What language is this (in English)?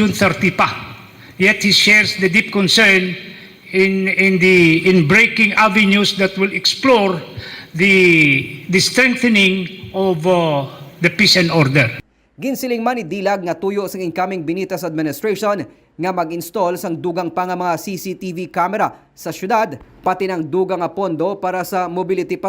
Hiligaynon